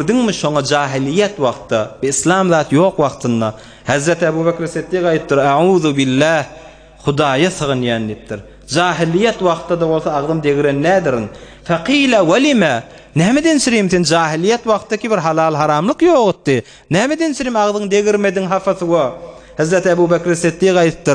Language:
Turkmen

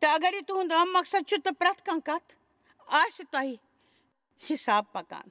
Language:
Kashmiri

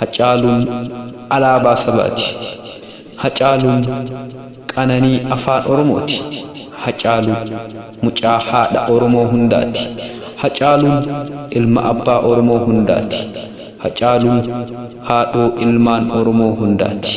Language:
Oromo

